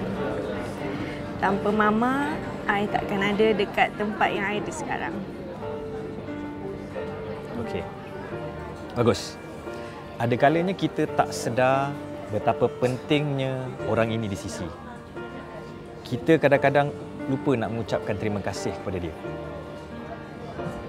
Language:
Malay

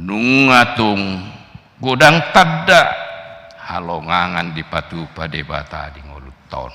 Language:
Batak Toba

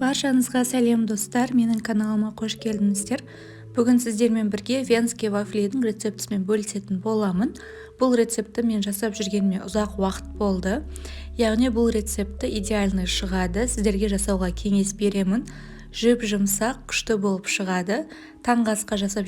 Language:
Kazakh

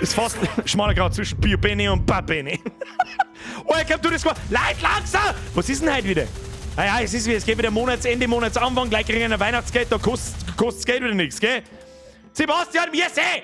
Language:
Bavarian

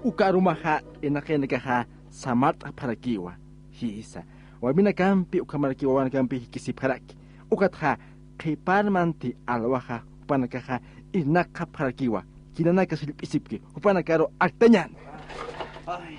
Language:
Aymara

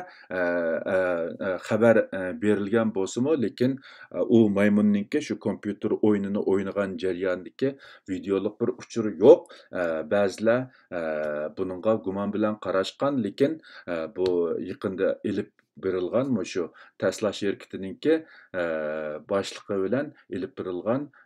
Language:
Uyghur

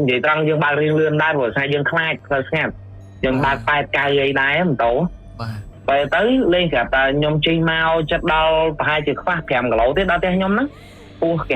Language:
Khmer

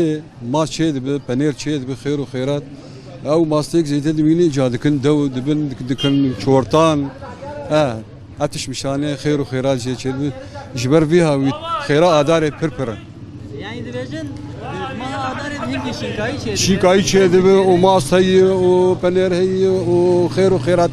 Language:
Kurdish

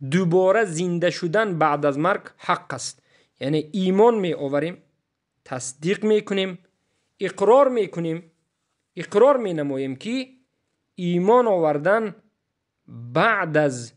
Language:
Tajik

